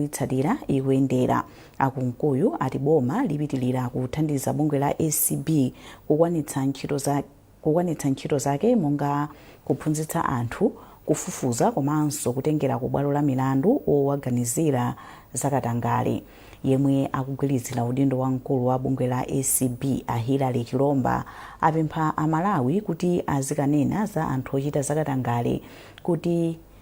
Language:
Nyanja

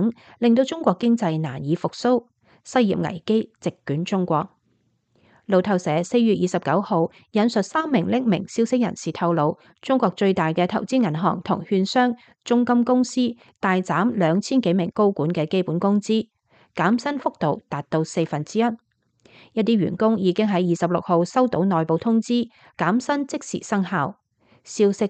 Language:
Cantonese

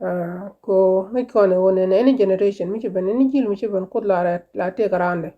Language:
Nuer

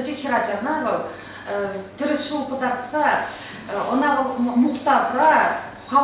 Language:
Chuvash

